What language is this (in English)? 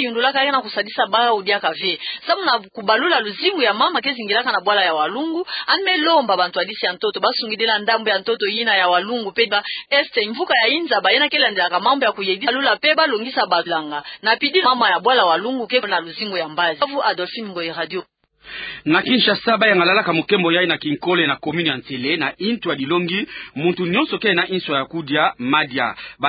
Kituba (Democratic Republic of Congo)